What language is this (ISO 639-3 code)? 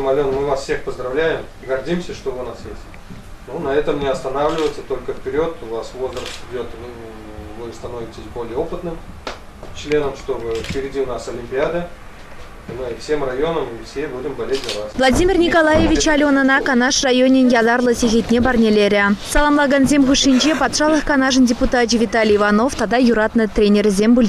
chv